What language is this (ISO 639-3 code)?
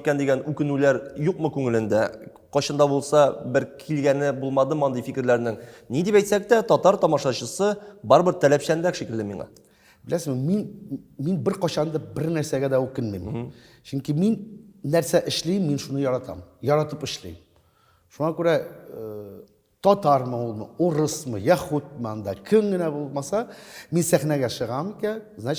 tat